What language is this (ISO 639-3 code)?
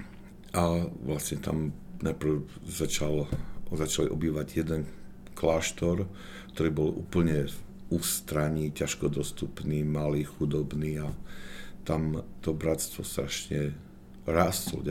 slk